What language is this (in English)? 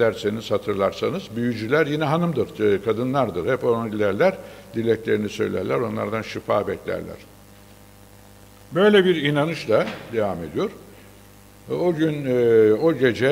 Turkish